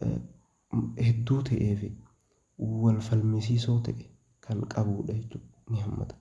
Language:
Oromo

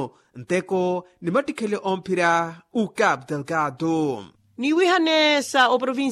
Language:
Makhuwa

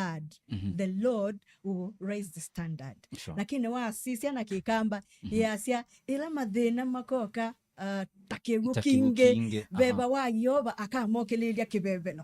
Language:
Kamba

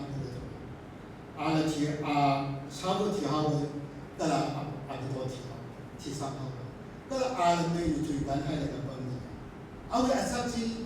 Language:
Tangkhul Naga (India)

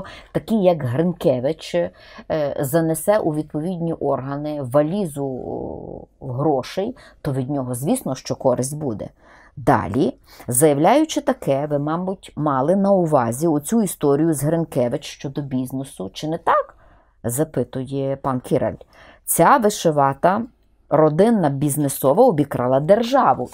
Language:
Ukrainian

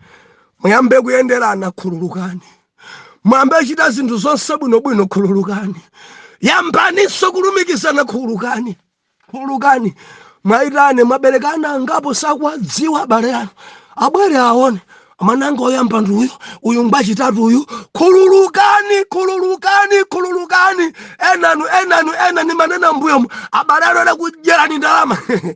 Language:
Nyanja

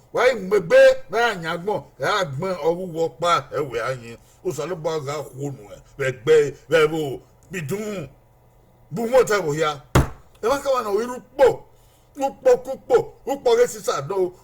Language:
Bini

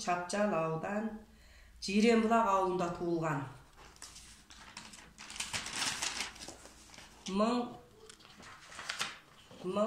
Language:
Kazakh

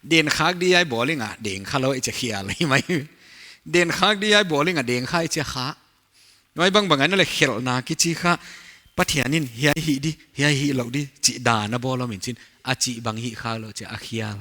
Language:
Paite Chin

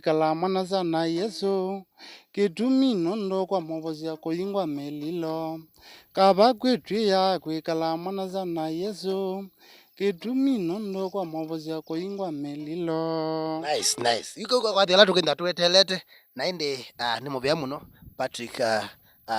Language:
Kamba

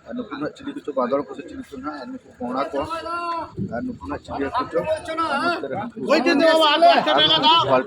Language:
Santali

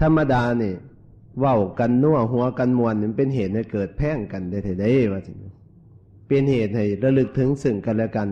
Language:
Northeastern Thai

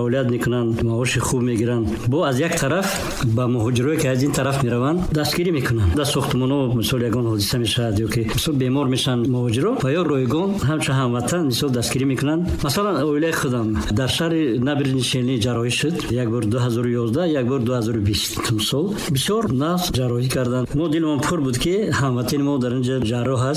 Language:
Tajik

